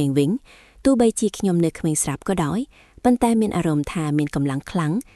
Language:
Khmer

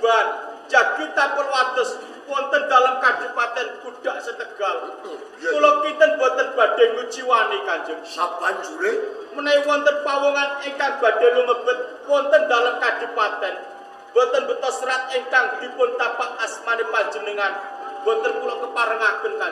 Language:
Javanese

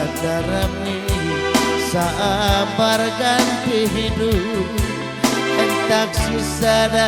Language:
Batak Karo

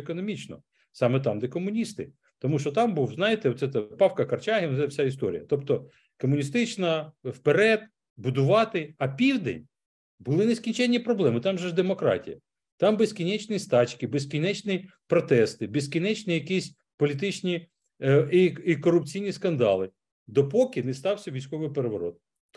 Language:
Ukrainian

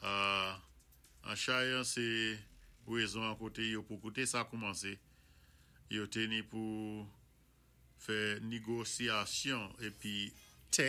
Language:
Saint Lucian Creole French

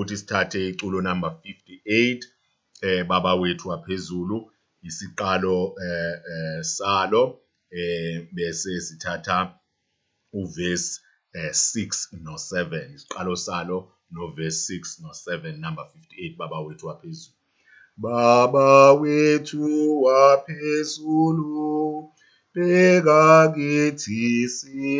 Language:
Zulu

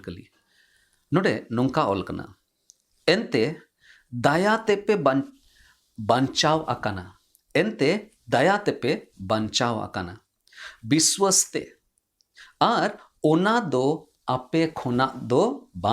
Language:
Santali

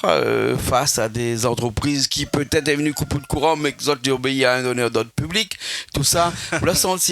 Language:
Réunion Creole French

